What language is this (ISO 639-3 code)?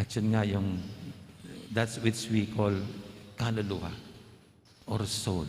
pam